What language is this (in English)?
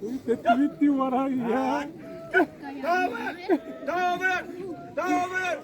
Xavánte